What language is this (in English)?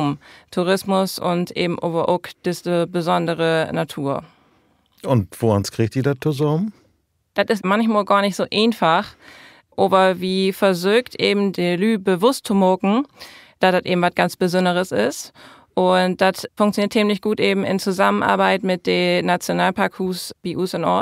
Low German